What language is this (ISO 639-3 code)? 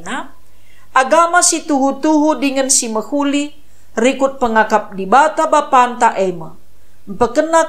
btx